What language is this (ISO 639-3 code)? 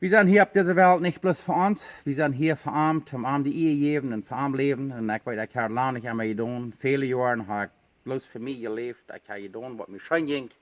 pdt